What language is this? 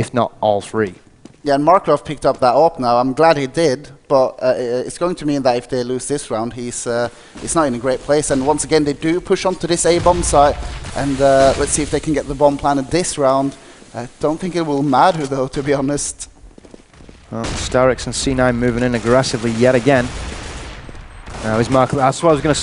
English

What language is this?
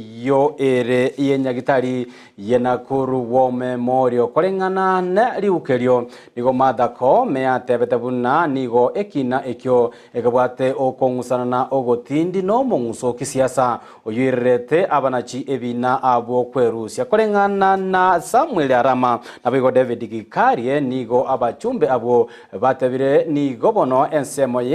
Gusii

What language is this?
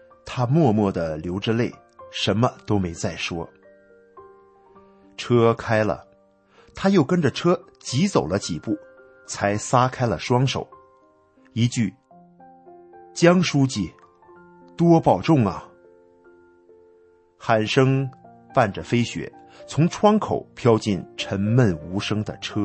Chinese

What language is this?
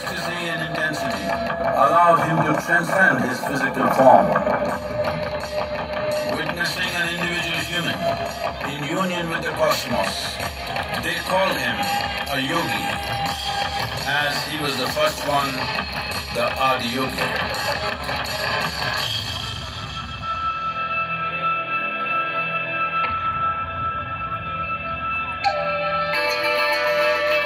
English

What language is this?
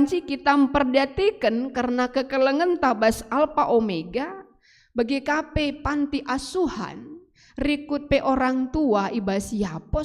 Batak Karo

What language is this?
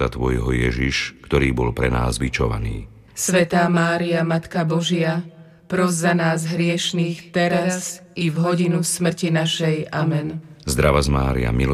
Slovak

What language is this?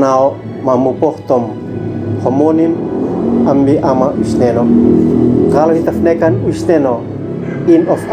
Uab Meto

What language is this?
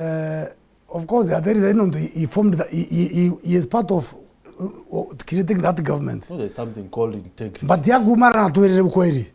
Meru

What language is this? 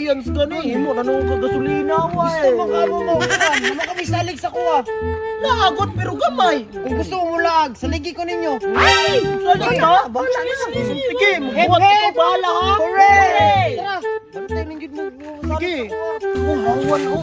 Cebuano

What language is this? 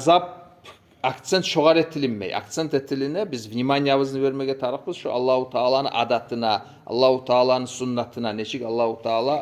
Kumyk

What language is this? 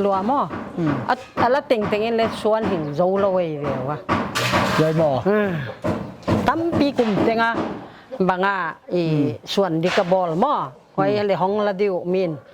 Paite Chin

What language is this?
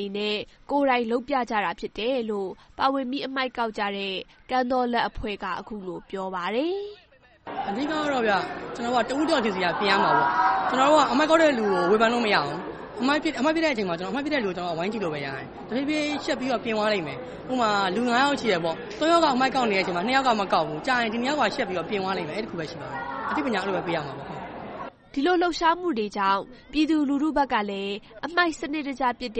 Burmese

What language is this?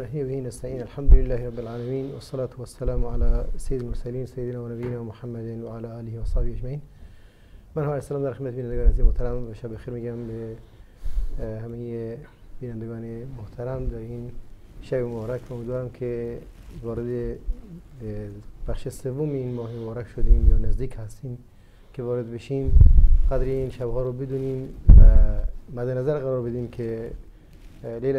Persian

